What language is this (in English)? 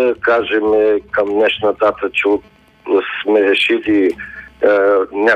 Bulgarian